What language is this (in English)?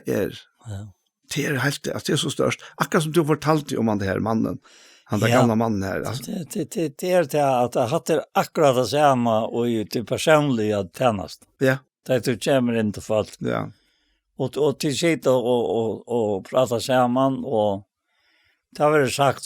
Faroese